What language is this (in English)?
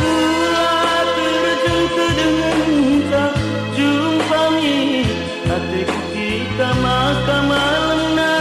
Batak Karo